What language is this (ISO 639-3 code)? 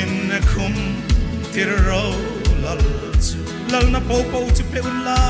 hmr